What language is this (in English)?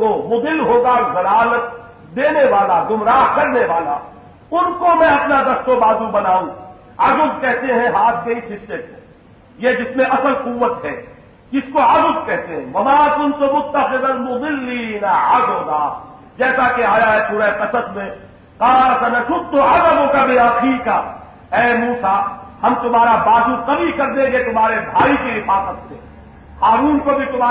Urdu